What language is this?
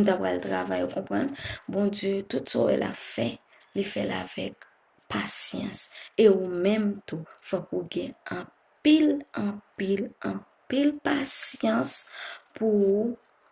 Haitian Creole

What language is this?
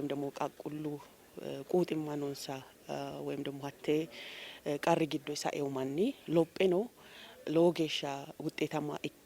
Sidamo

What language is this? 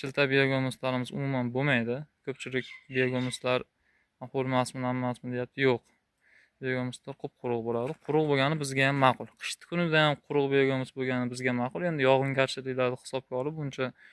Uzbek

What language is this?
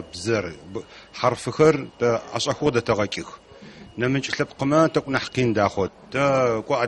Adyghe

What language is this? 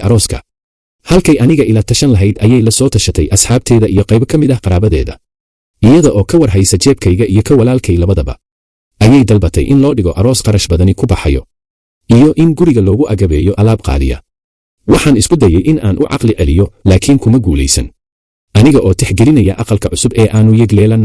Somali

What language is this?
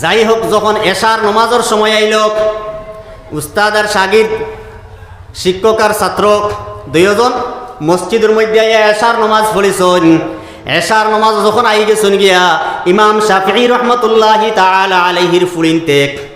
Sylheti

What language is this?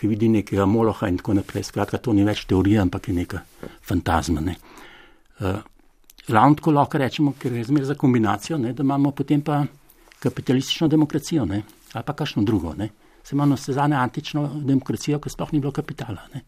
Slovenian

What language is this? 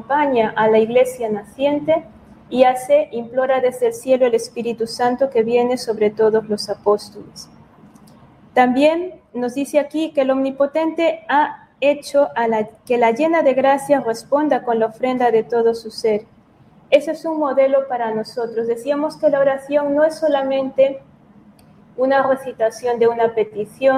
Spanish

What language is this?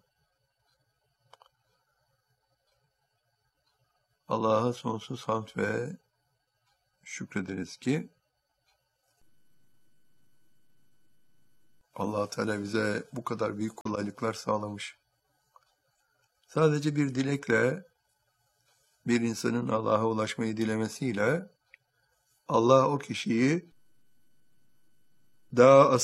Turkish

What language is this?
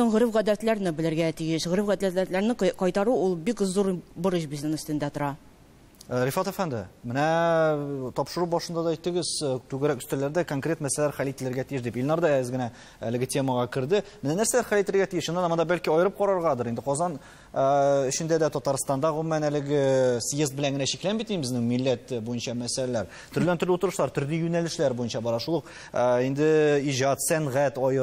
Tatar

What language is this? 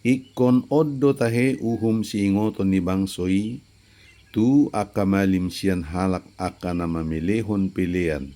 Batak Toba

